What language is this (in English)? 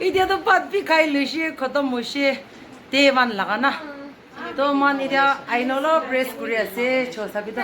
Naga Pidgin